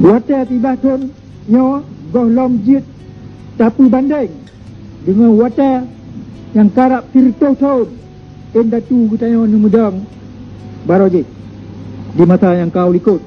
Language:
Achinese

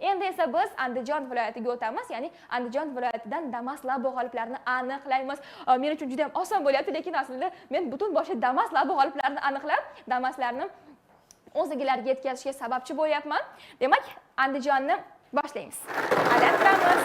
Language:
Uzbek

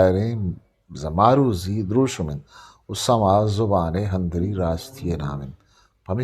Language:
Eastern Balochi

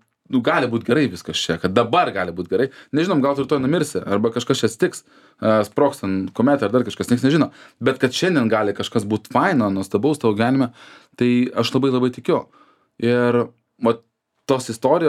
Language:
Lithuanian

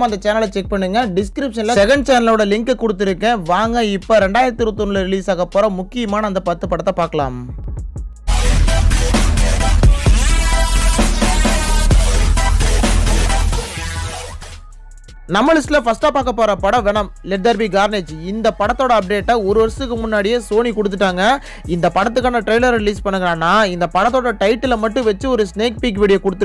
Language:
Tamil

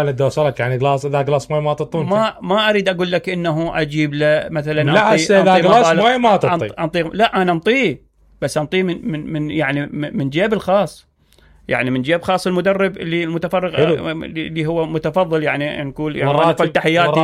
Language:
Mesopotamian Arabic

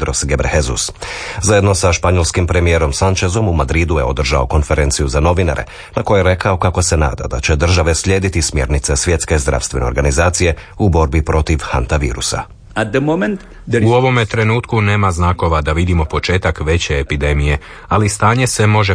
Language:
Croatian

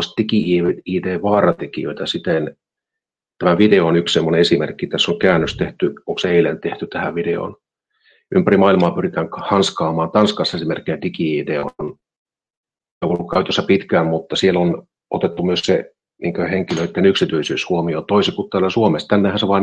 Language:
Finnish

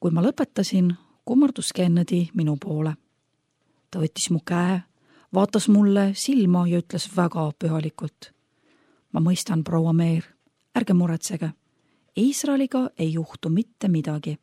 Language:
Estonian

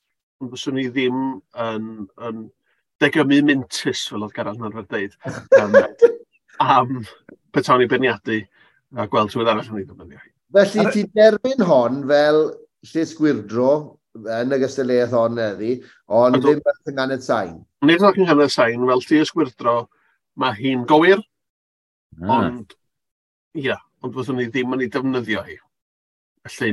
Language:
Welsh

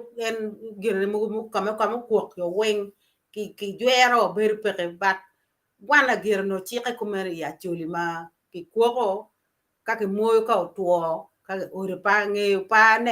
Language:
Acoli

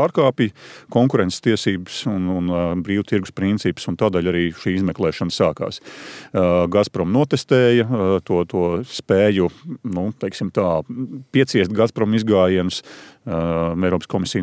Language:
Latvian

